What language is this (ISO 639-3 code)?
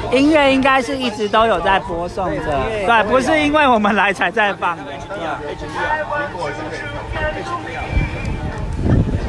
zho